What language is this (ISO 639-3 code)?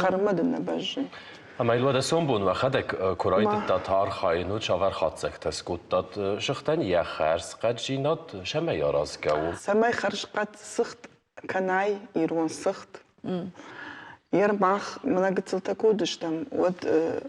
oss